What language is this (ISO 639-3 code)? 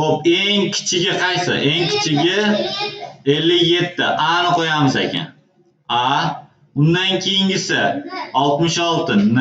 uzb